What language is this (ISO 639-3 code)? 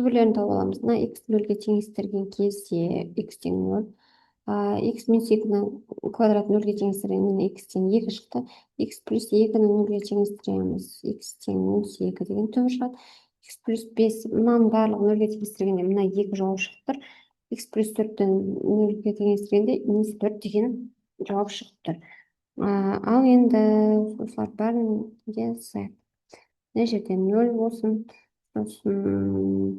kaz